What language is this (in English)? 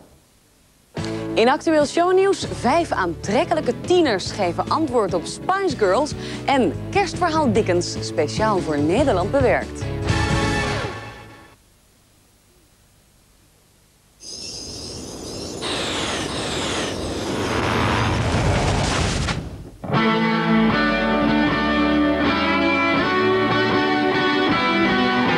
Dutch